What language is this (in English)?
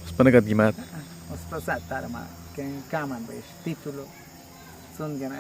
Awa-Cuaiquer